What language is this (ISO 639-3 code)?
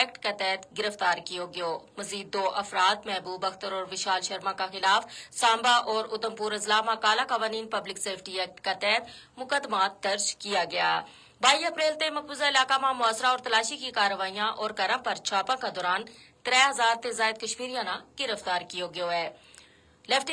gju